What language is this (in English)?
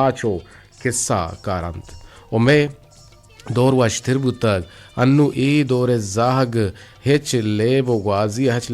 Eastern Balochi